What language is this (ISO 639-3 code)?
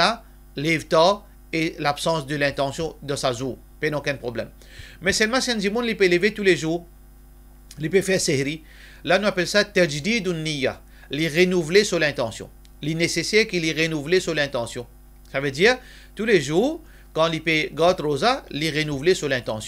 mfe